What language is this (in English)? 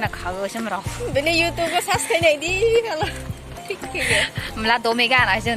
Kok Borok